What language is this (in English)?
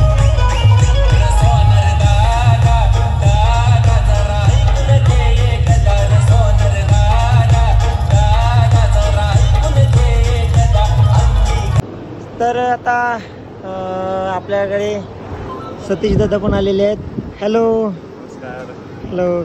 Marathi